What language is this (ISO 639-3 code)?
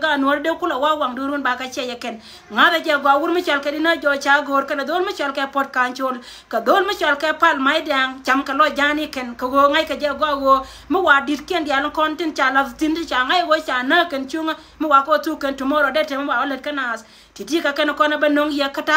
nus